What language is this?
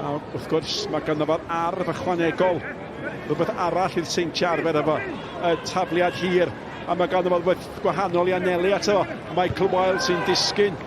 Welsh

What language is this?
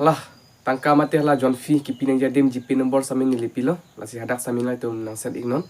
Karbi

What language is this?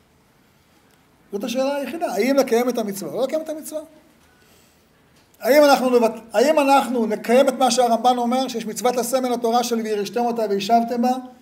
Hebrew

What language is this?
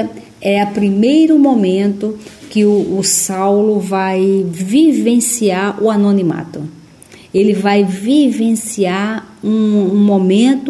Portuguese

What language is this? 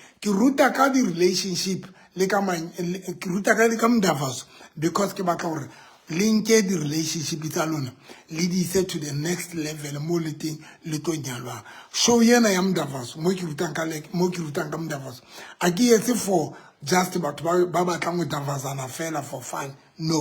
Southern Sotho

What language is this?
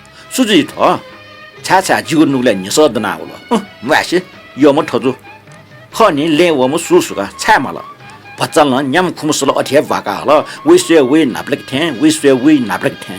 Newari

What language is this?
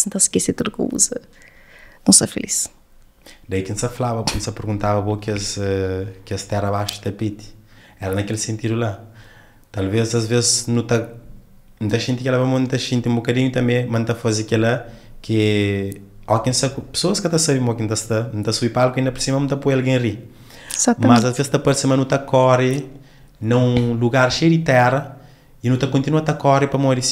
Kabuverdianu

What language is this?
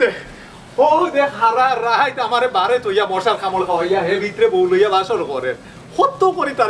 Sylheti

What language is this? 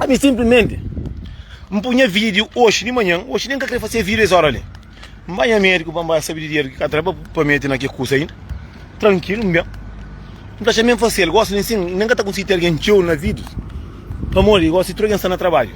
Kabuverdianu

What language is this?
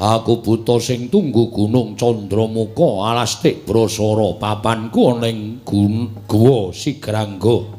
Javanese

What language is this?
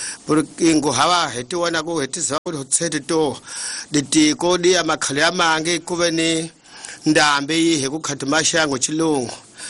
Tsonga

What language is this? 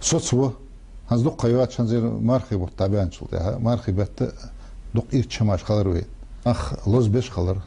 Ingush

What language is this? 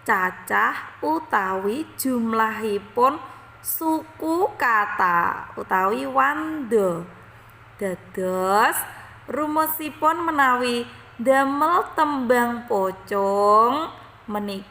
Javanese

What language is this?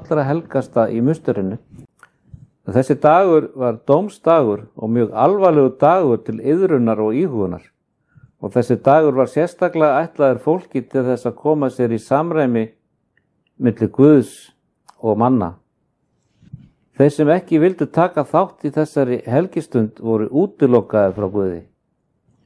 Icelandic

